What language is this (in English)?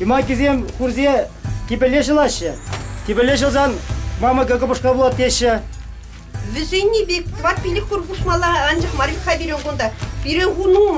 Chuvash